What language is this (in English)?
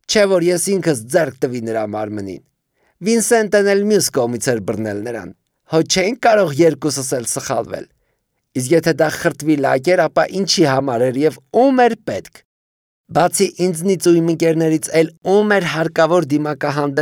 Armenian